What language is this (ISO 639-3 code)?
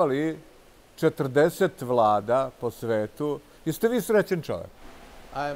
srp